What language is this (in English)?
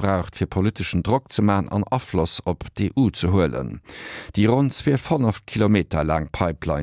Luxembourgish